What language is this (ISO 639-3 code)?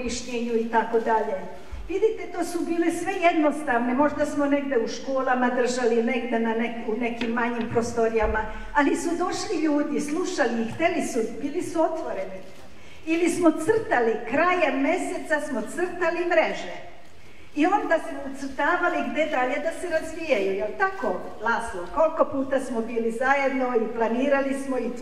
srp